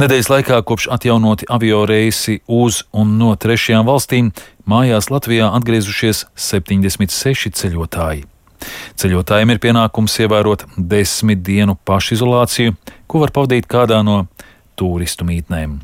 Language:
Latvian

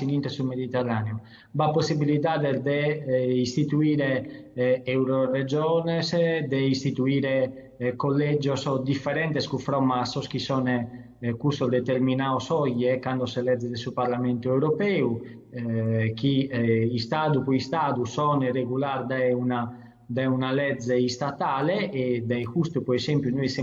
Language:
Sardinian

